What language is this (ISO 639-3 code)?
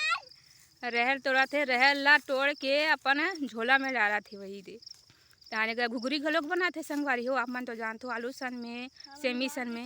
hne